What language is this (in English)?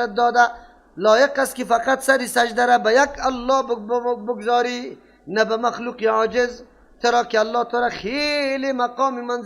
Persian